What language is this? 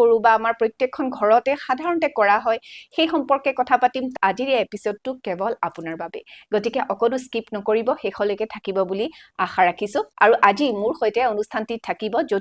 Assamese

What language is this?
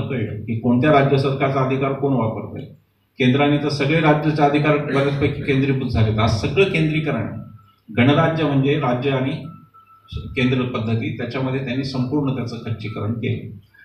Marathi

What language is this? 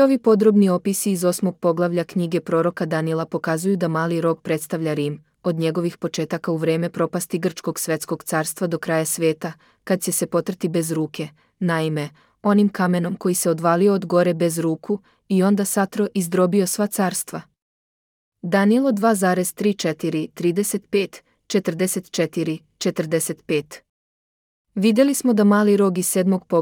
Serbian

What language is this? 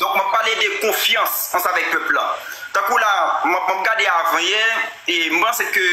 Haitian Creole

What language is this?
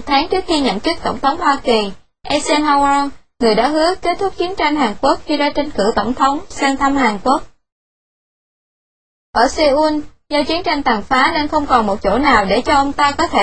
Vietnamese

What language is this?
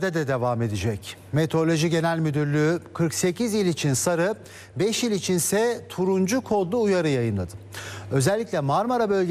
Turkish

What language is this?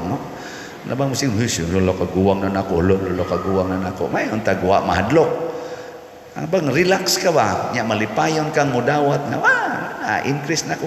Cebuano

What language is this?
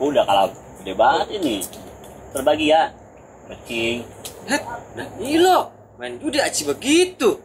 Betawi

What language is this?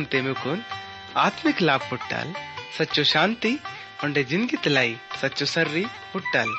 Gondi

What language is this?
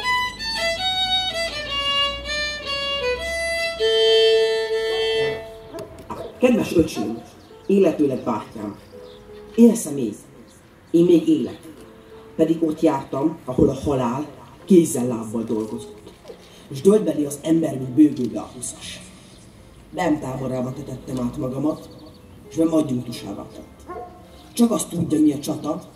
Hungarian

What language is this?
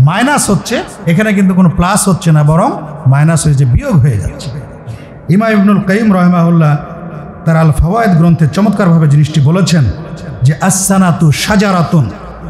Bangla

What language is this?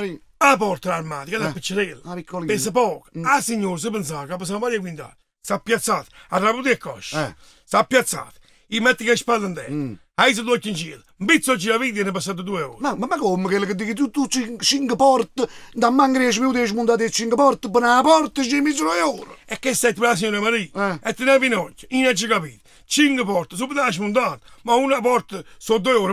Neapolitan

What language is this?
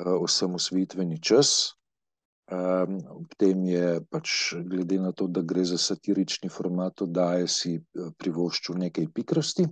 Slovenian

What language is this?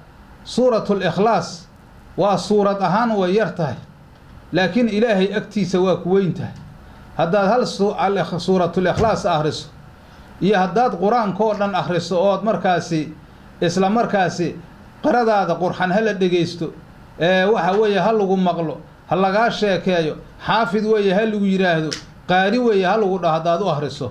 Somali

